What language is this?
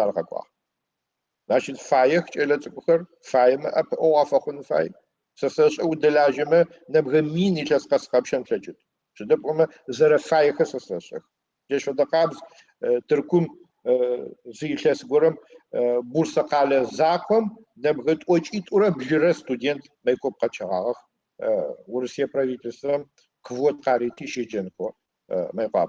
Adyghe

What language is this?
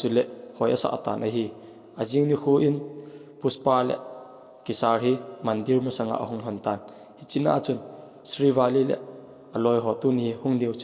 Thado Chin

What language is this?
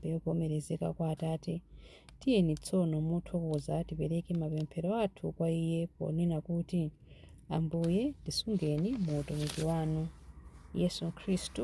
Nyanja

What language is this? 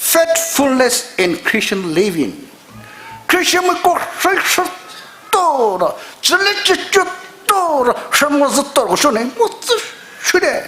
Poumei Naga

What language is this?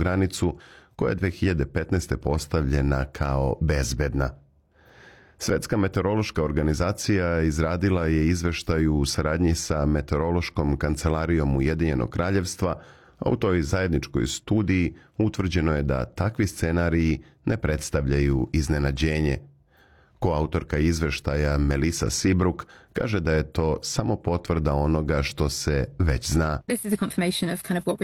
Serbian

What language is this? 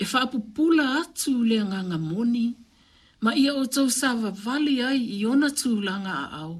Samoan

